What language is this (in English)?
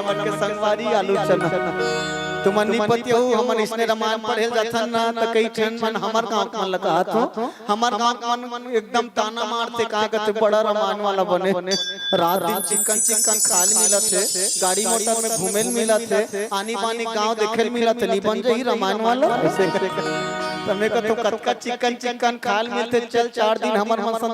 Chhattisgarhi